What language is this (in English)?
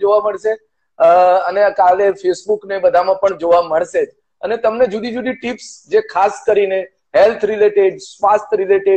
Gujarati